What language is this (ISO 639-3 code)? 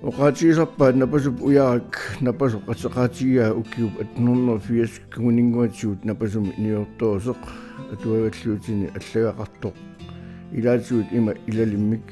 kal